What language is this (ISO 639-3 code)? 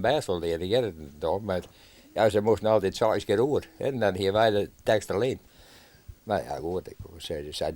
fry